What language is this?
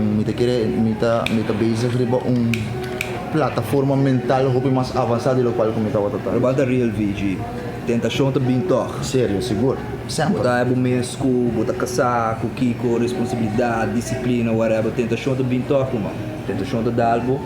Papiamento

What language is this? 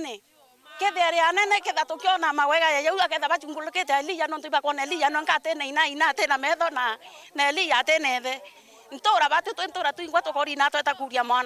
Meru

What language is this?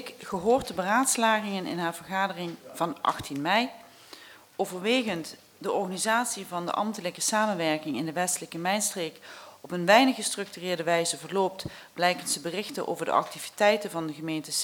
Dutch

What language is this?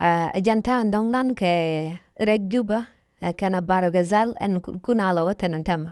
Nuer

